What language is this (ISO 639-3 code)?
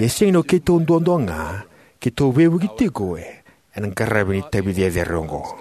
fij